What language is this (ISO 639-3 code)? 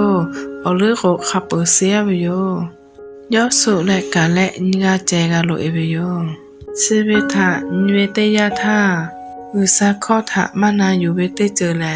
lhu